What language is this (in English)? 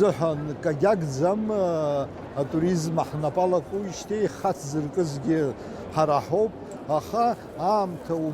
Abkhazian